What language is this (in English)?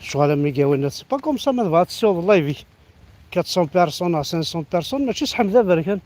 Kabyle